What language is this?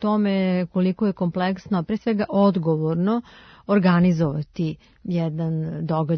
Serbian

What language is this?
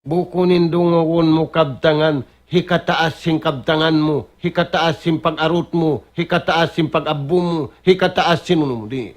Tausug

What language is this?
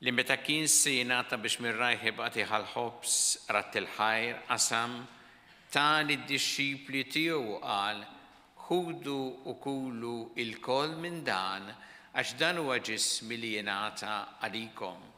Maltese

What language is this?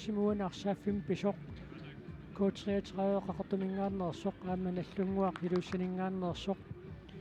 Kalaallisut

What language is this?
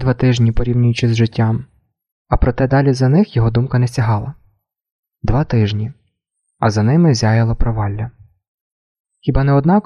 Ukrainian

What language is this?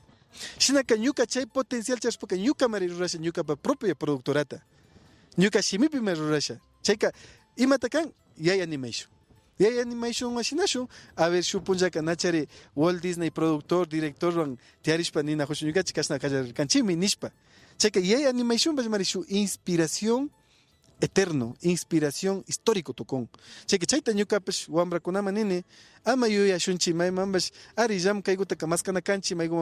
Imbabura Highland Quichua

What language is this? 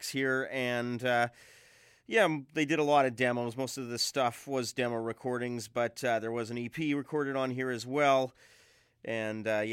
English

